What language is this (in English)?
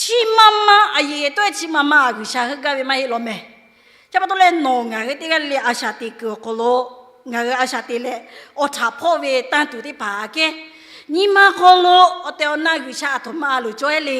Lahu